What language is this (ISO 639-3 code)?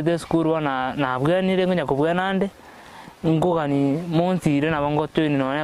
guz